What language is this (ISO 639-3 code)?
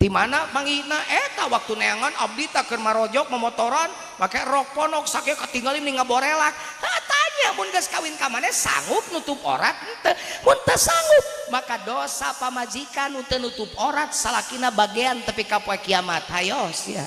sun